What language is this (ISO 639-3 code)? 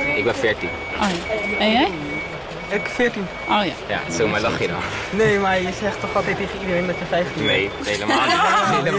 nld